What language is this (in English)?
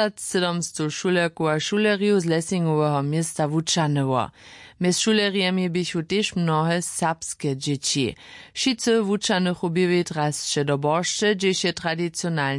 Upper Sorbian